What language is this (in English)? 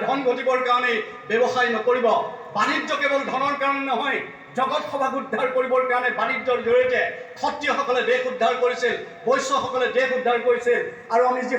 Assamese